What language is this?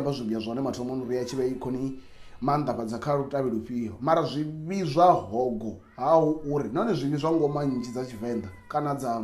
Venda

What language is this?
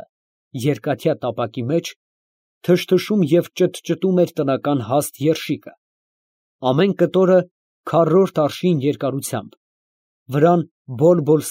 Armenian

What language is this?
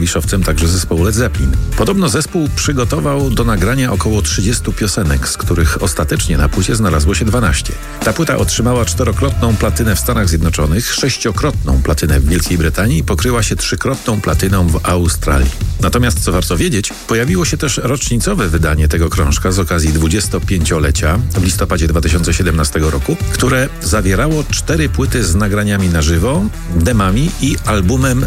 Polish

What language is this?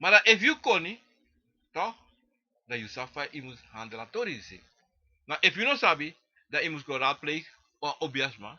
Sranan Tongo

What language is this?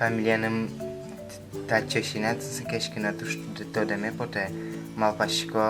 Udmurt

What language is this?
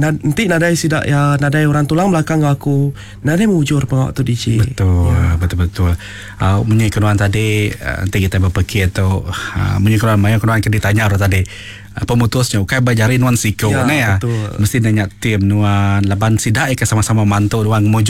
Iban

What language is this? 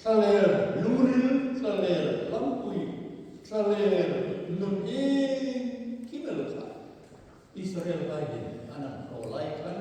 Hmar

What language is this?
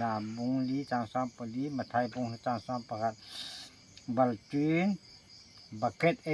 Hmar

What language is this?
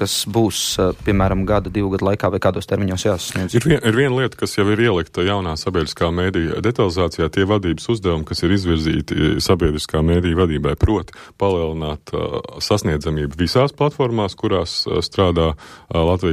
Latvian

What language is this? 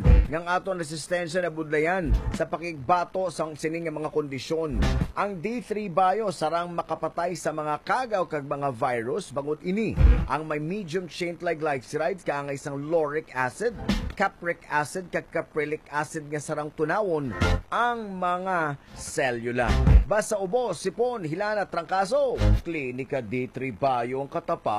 Hiligaynon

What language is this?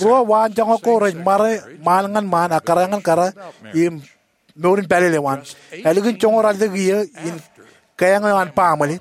Marshallese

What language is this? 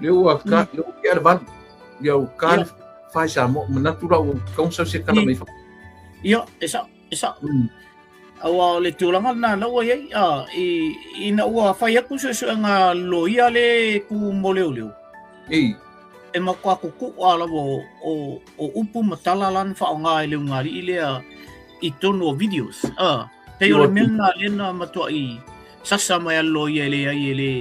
Samoan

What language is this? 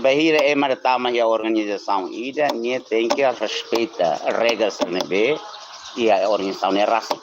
Tetum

